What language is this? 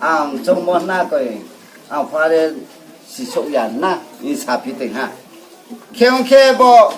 Riang (India)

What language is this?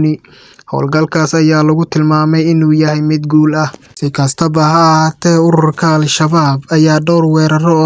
Somali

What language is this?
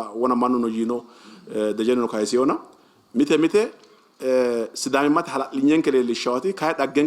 Sidamo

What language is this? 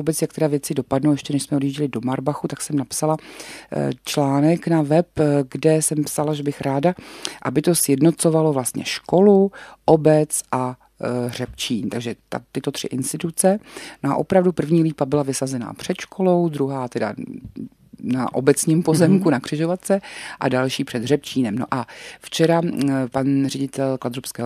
Czech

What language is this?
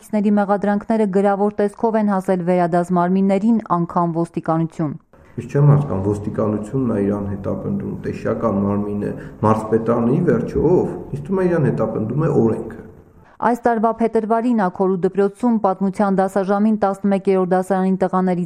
Armenian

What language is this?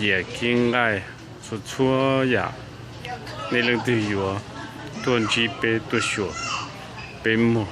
Hmong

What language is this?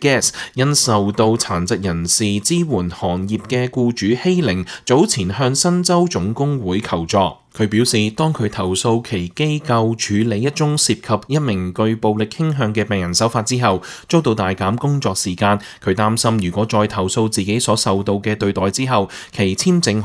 Cantonese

